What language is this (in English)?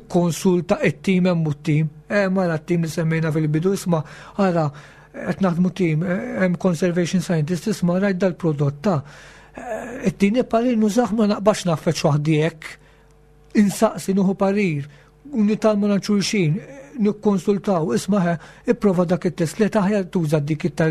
Maltese